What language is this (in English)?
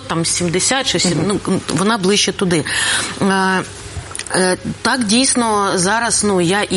Ukrainian